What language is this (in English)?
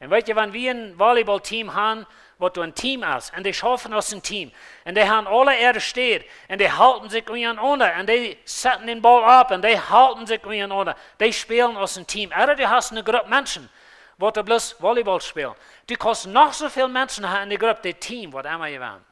Plautdietsch